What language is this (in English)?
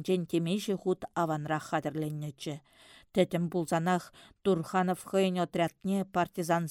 Chuvash